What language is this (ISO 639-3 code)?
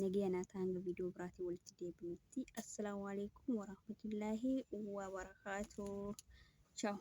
orm